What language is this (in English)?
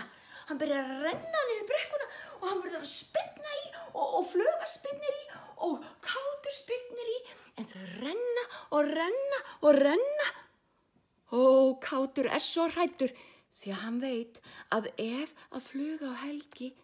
Icelandic